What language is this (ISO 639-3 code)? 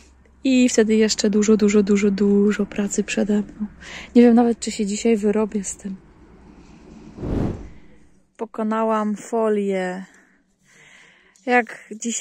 pol